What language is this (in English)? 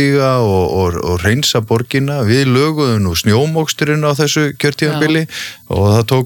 Icelandic